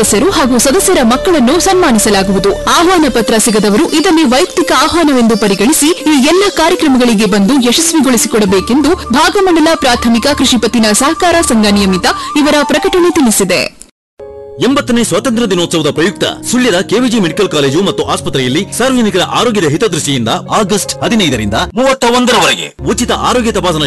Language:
Kannada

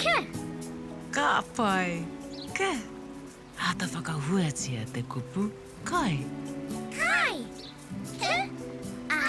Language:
Māori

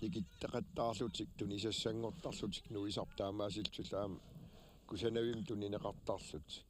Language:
Kalaallisut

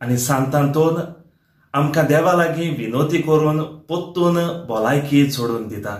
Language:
Konkani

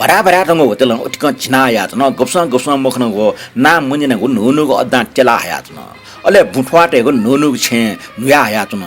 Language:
Newari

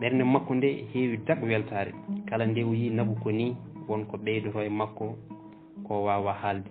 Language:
Fula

